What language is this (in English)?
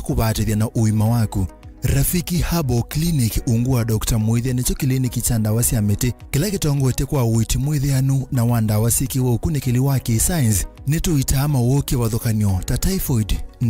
Kamba